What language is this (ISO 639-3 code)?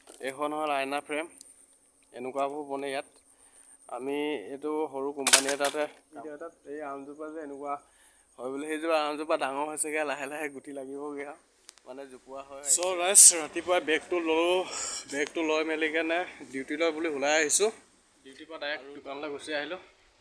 asm